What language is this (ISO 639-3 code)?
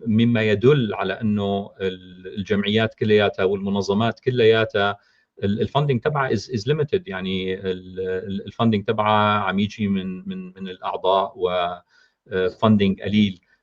apc